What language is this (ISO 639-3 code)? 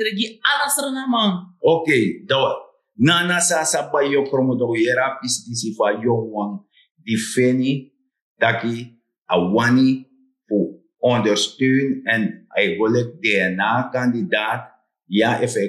srn